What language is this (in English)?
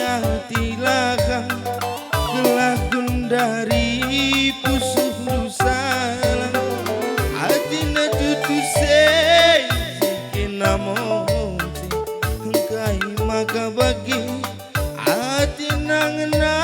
Batak Karo